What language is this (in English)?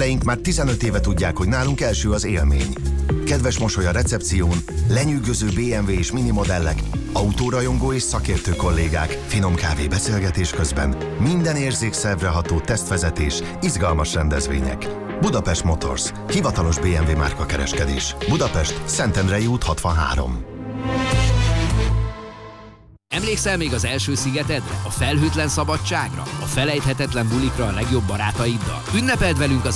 Hungarian